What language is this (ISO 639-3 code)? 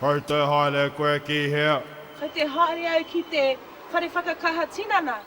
mri